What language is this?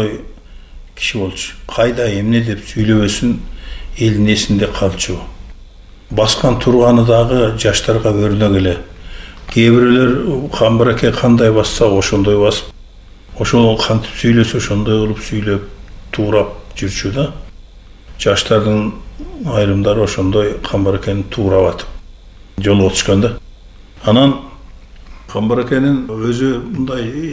Kyrgyz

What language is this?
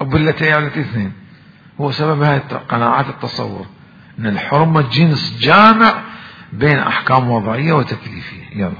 Mesopotamian Arabic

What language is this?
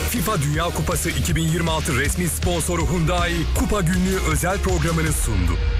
Turkish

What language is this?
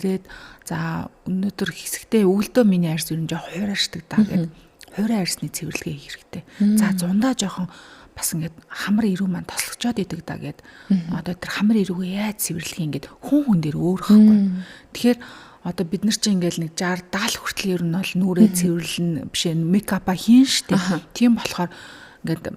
Mongolian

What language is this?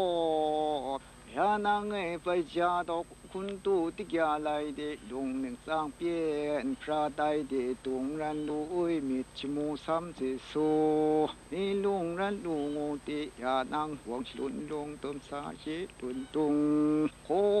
Kachin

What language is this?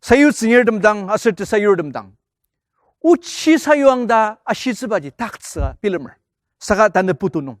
Ao Naga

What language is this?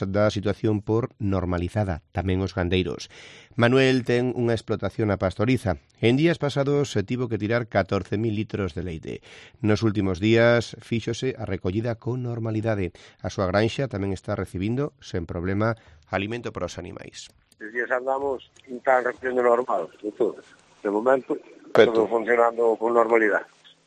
Galician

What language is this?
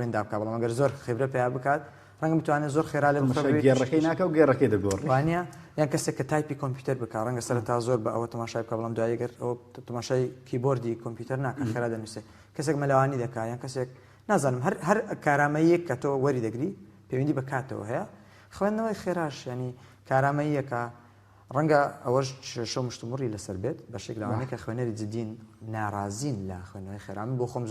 Central Kurdish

